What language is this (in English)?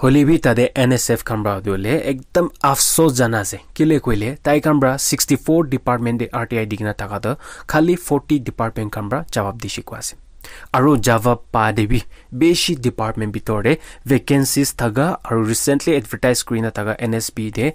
Naga Pidgin